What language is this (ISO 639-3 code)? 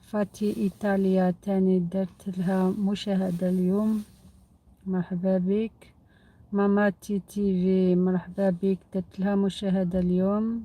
arq